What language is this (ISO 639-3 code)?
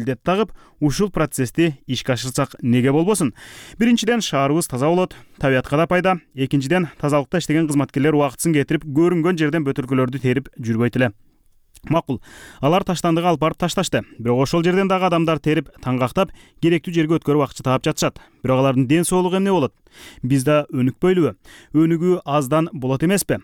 kir